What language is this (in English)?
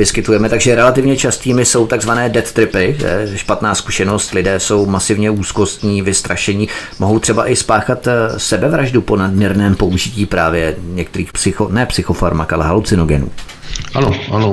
Czech